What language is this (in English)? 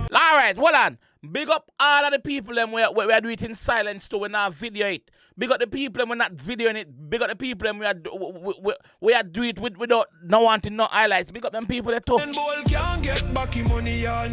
Jamaican Creole English